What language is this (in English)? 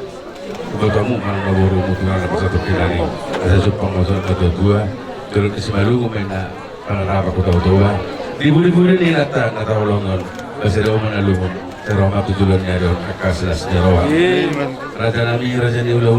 Batak Toba